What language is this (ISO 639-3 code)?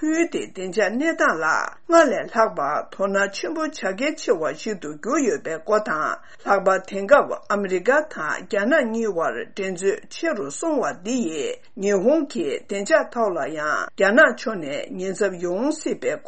bod